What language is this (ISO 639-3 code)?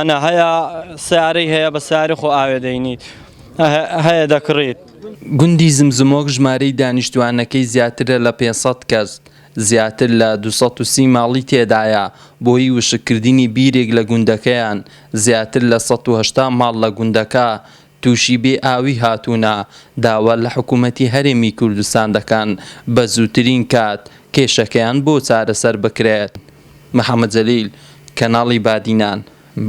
ckb